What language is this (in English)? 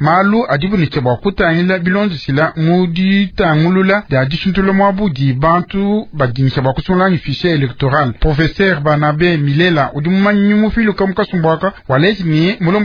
Luba-Lulua